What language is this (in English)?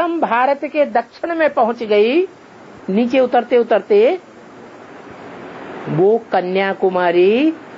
Hindi